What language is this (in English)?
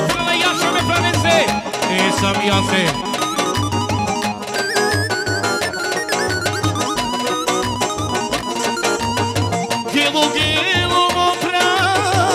Romanian